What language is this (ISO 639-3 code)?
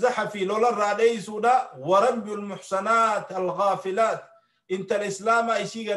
orm